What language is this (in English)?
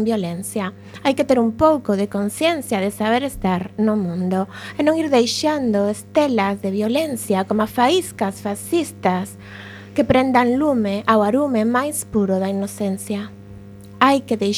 Galician